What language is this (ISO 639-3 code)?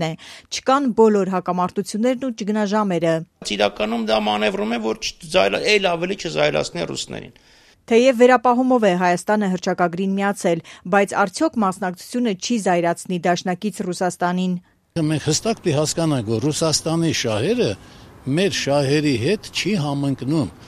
hye